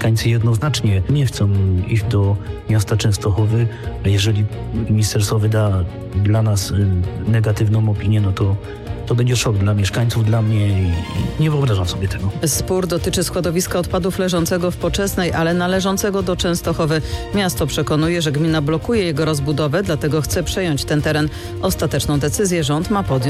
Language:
Polish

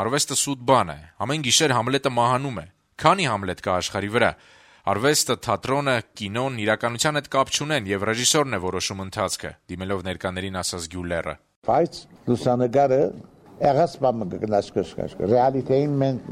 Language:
Armenian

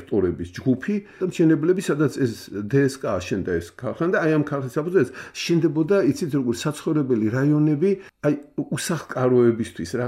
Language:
Georgian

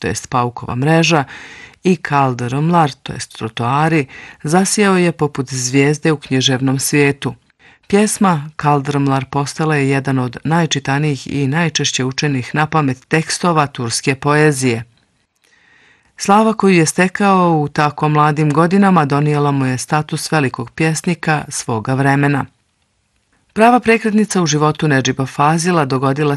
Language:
Bosnian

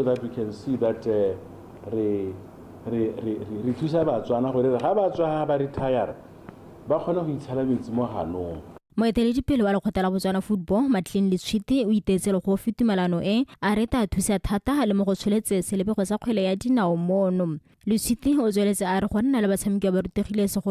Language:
Tswana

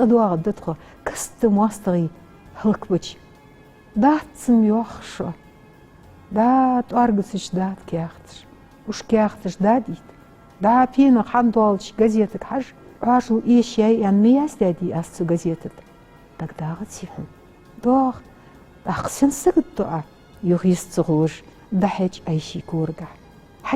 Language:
Ingush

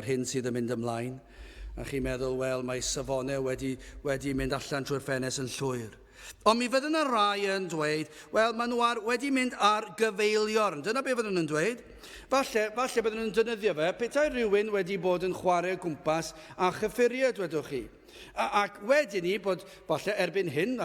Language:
Welsh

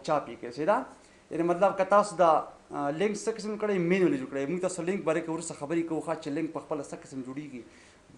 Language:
Pashto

